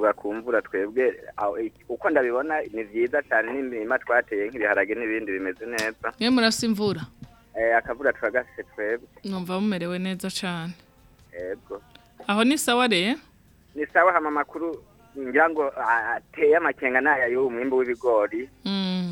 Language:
Rundi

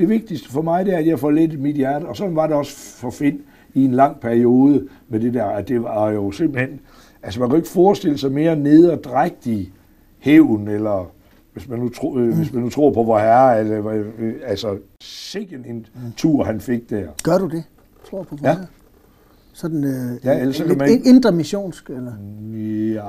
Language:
Danish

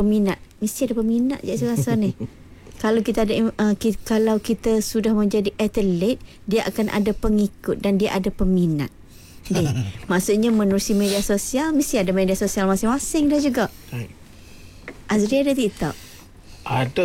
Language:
Malay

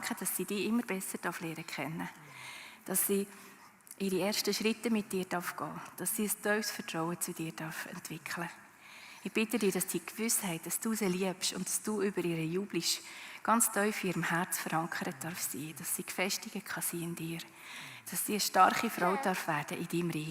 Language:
Swiss German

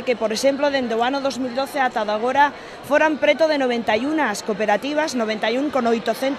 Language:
Galician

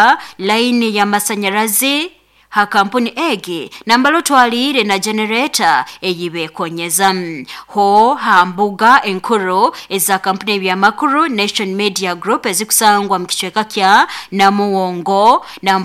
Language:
Nyoro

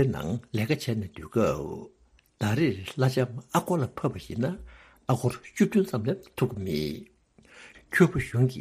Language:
Tibetan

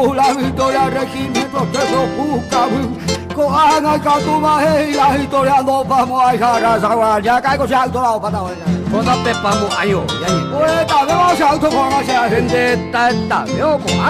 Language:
Guarani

